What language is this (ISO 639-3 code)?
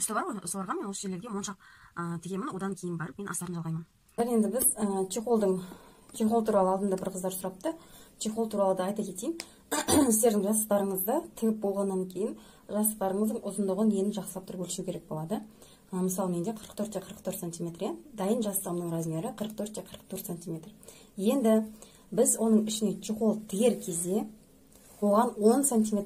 kaz